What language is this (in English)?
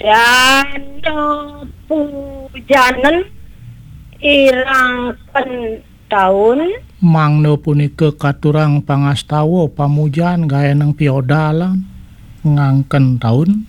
Balinese